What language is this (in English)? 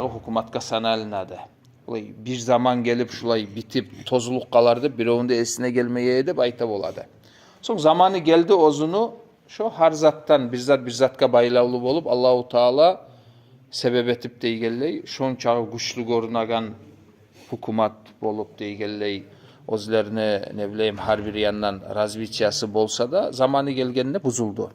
Kumyk